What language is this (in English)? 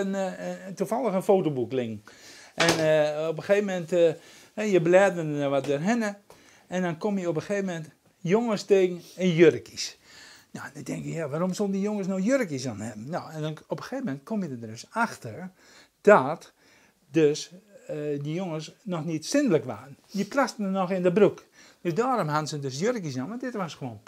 Western Frisian